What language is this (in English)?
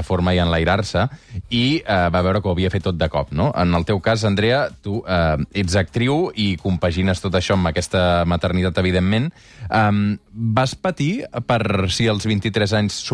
Catalan